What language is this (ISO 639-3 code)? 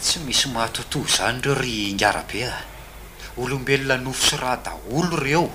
mlg